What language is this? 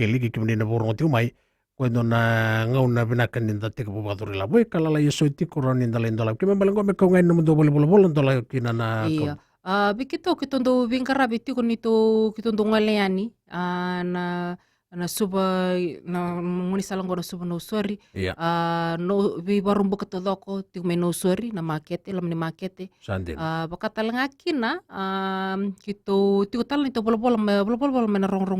Fijian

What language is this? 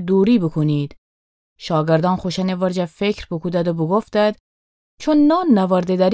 Gilaki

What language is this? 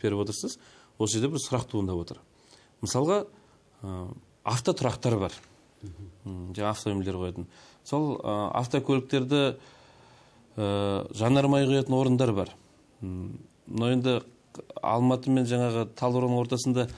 Kazakh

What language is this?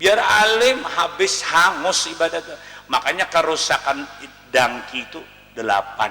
Banjar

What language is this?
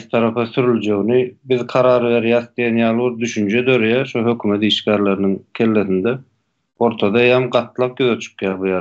Turkmen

